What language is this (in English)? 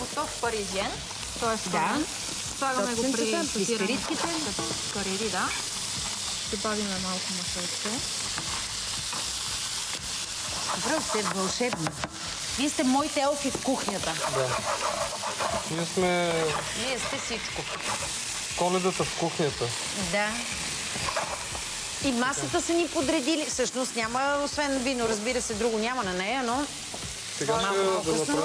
Bulgarian